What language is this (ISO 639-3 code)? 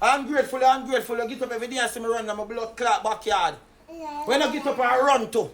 jam